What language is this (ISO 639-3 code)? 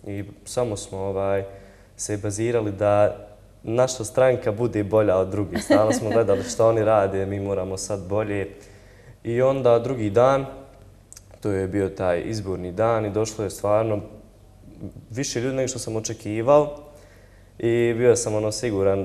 bos